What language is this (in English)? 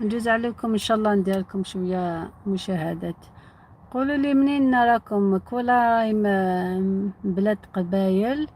Algerian Arabic